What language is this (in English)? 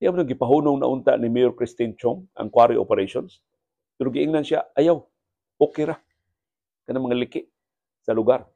Cebuano